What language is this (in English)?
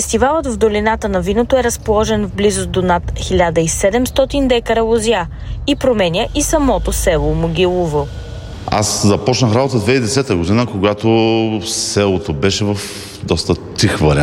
Bulgarian